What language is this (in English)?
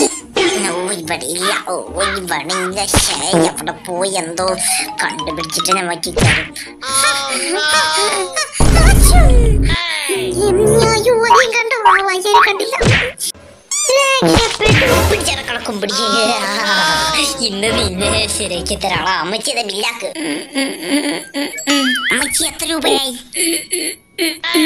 Malayalam